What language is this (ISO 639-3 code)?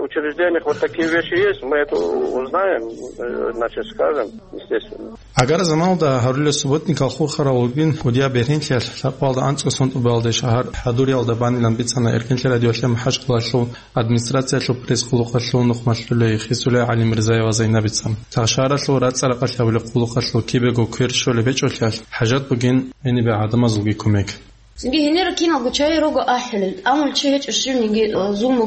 ava